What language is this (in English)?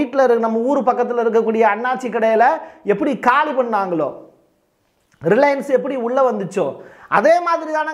Tamil